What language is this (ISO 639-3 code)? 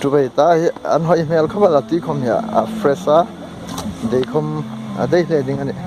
hmr